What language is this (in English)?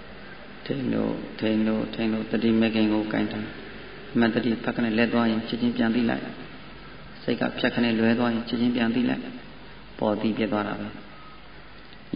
Burmese